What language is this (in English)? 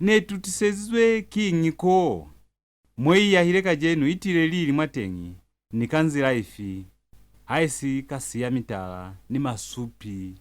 Lozi